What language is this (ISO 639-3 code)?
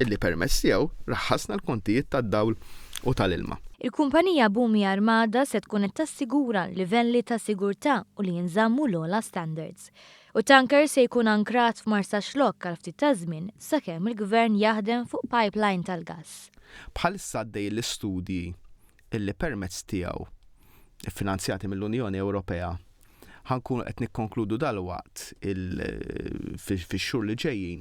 mlt